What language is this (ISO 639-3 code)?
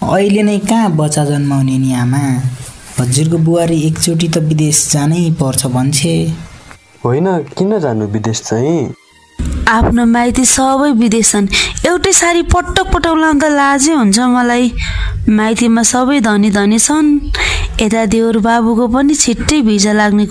nep